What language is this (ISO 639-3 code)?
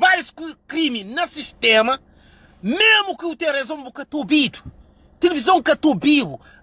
kea